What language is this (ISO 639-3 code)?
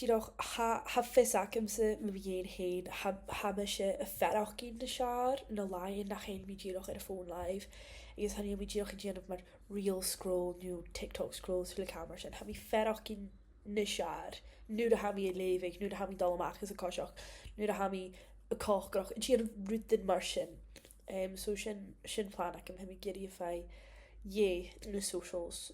gla